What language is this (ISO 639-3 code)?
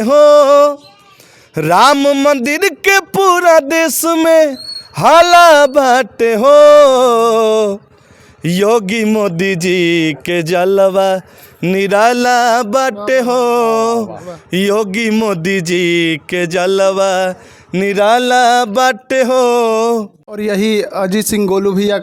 bho